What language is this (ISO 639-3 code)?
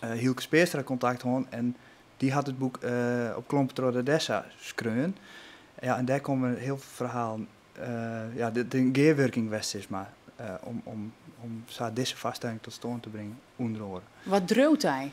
fry